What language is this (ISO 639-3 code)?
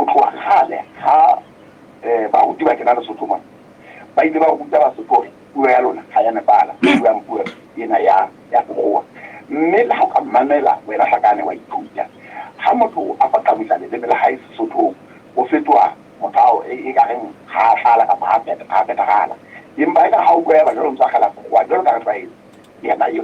sot